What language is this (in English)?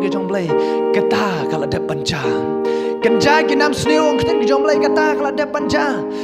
Khasi